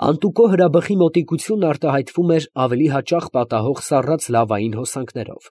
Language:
Armenian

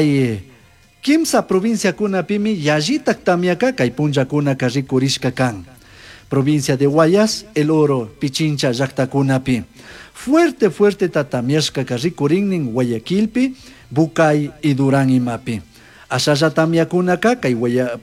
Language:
Chimborazo Highland Quichua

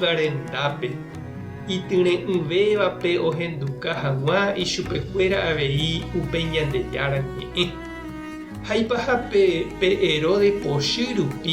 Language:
Guarani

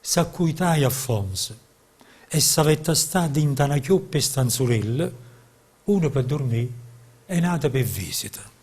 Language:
Neapolitan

